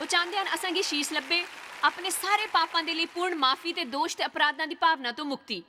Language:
Dogri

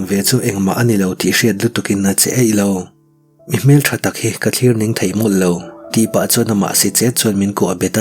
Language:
Mizo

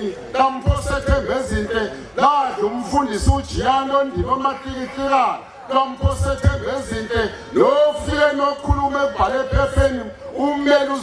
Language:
Zulu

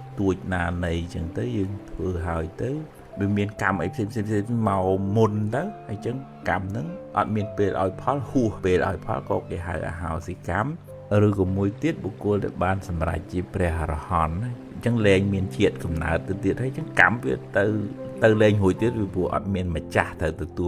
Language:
Khmer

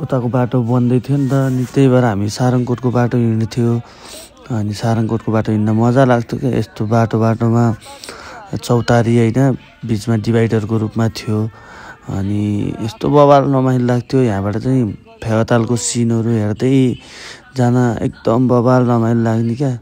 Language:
Nepali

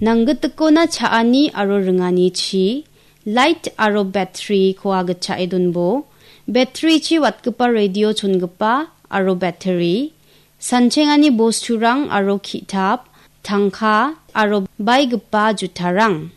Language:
Garo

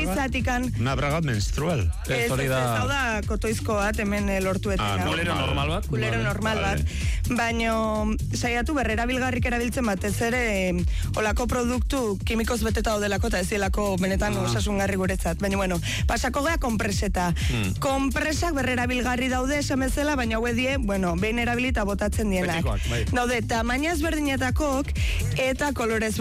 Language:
Basque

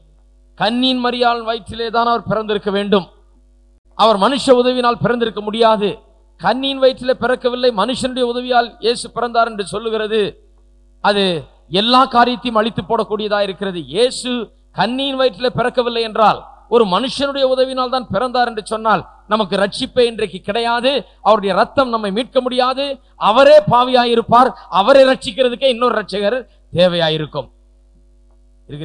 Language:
Tamil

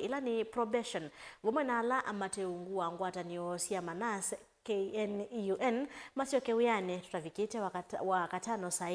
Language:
Kamba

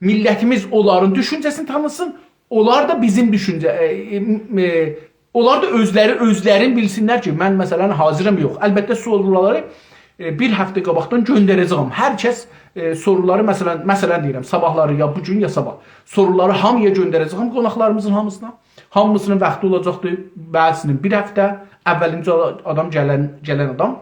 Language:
South Azerbaijani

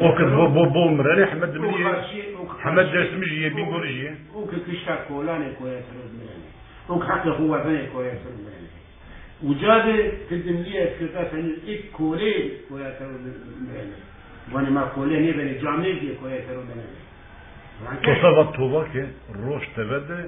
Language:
Zaza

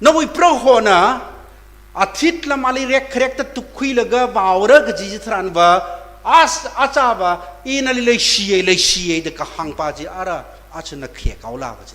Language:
Tangkhul Naga (India)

